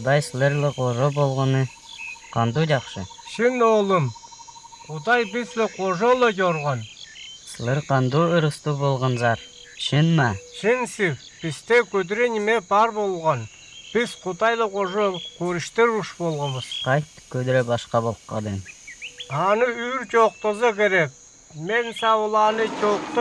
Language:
Northern Altai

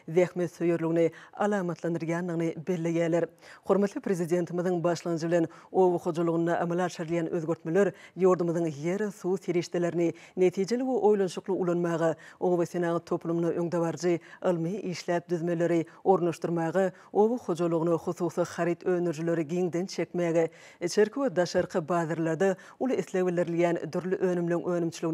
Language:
Turkmen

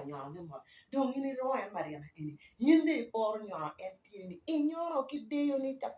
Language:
Acoli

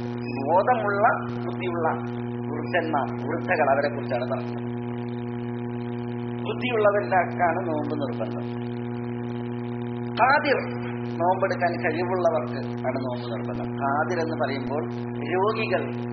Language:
Malayalam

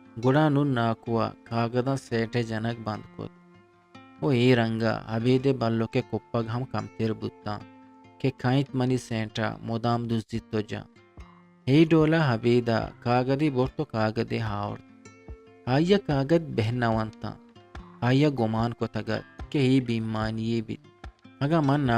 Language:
Eastern Balochi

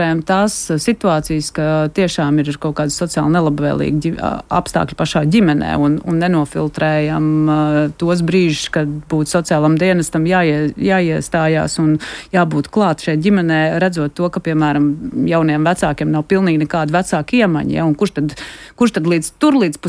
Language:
Latvian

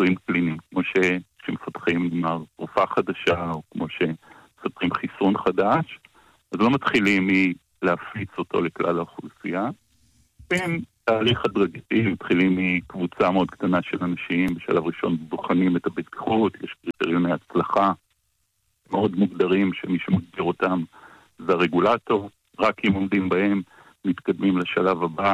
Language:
Hebrew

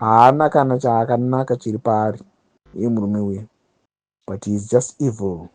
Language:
Shona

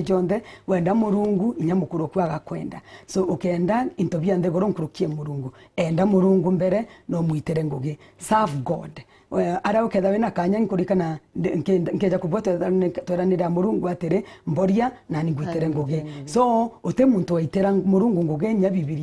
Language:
Meru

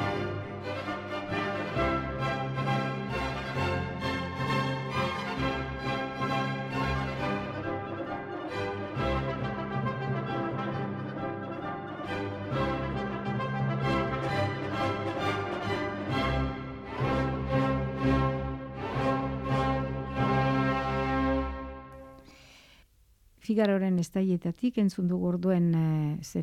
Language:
Basque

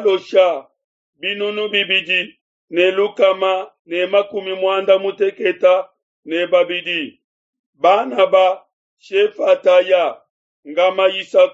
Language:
Luba-Lulua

